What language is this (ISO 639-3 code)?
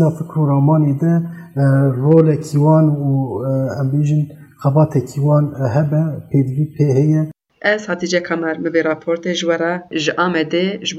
kur